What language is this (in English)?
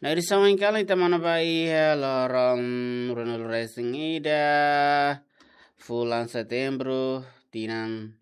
Tetum